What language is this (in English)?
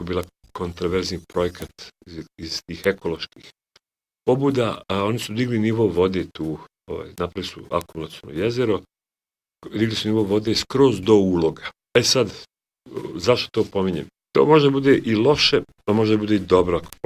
Serbian